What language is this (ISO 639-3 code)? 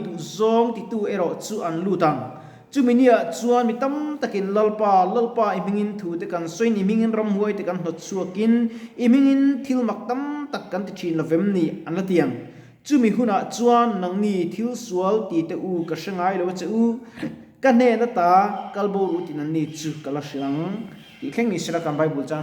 lus